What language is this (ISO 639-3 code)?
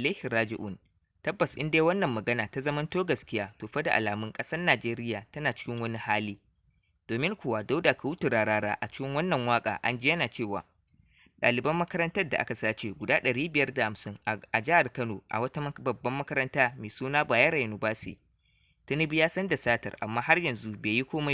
hau